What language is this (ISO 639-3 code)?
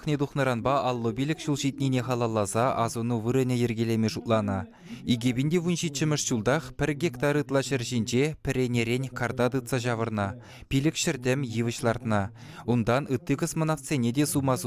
chv